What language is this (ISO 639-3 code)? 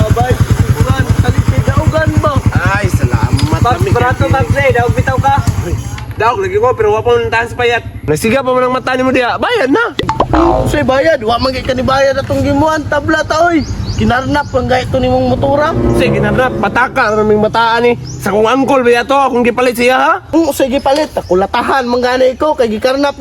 ceb